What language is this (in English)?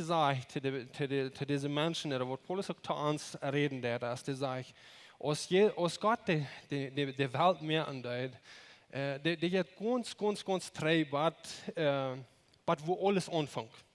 Plautdietsch